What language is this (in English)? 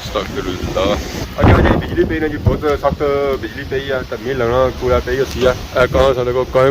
Pahari-Potwari